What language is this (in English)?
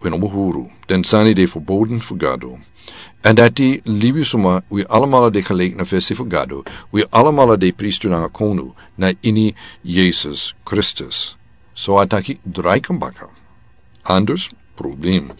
Sranan Tongo